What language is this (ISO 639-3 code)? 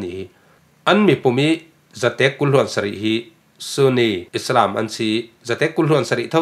cfm